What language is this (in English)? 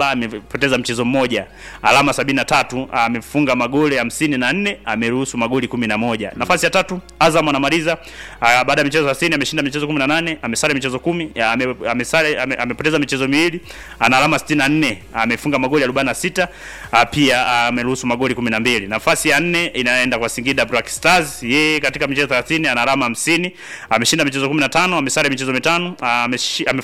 Swahili